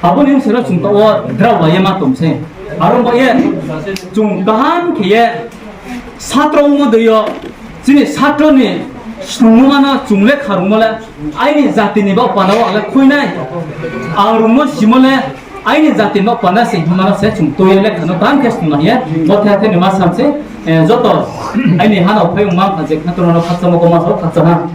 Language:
Riang (India)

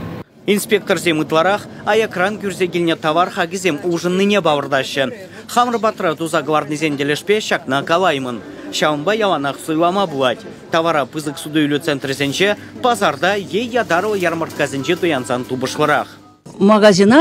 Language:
Chuvash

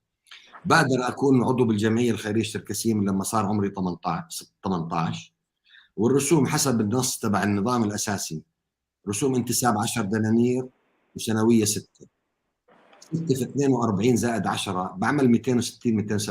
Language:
North Levantine Arabic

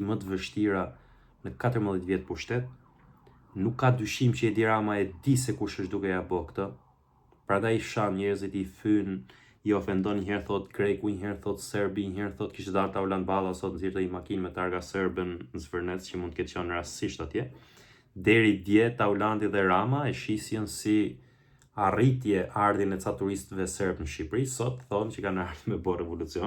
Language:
Albanian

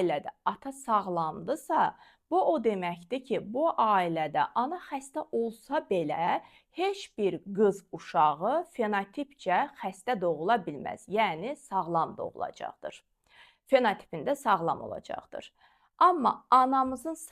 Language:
Azerbaijani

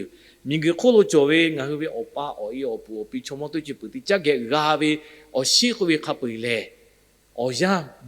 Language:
Lahu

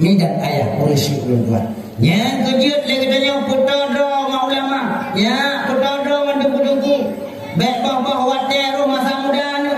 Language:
Achinese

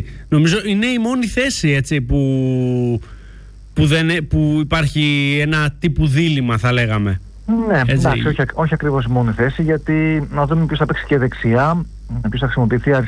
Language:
Greek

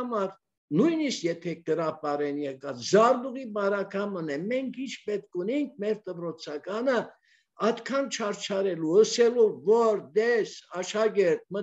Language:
Armenian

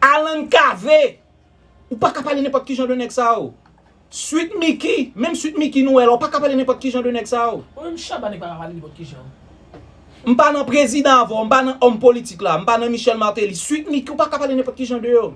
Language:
Haitian Creole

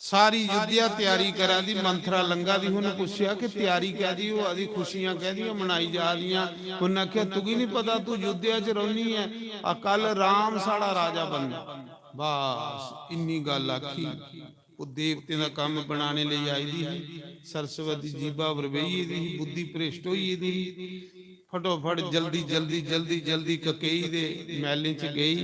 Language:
Dogri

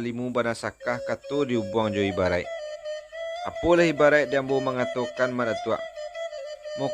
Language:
Minangkabau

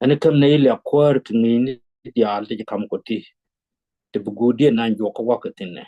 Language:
Nuer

